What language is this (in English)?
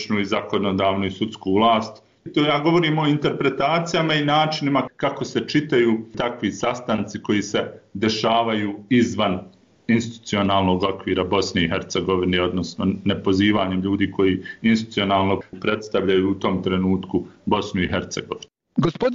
Bosnian